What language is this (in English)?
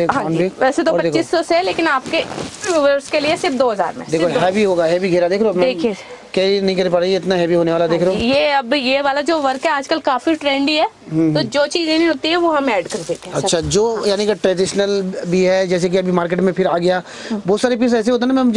Hindi